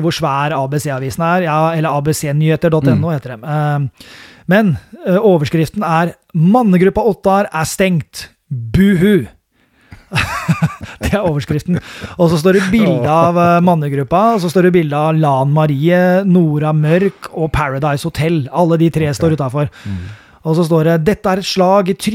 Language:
Norwegian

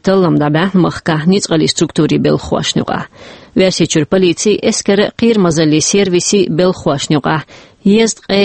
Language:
Chechen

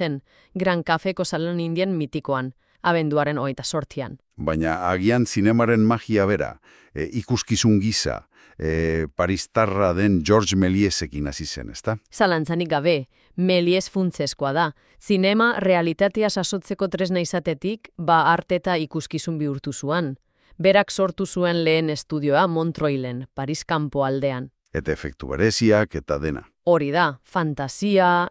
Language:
Basque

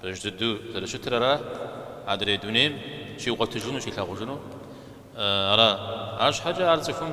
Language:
Kabardian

